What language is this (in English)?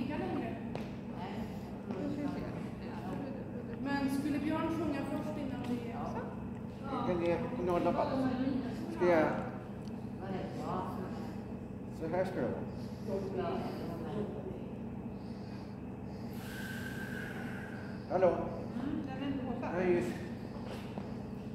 Swedish